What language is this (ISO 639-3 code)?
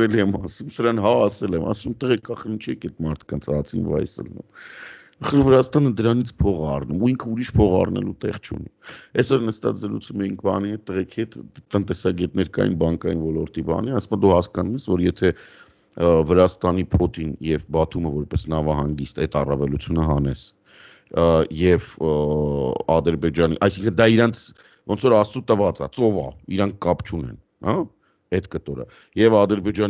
hye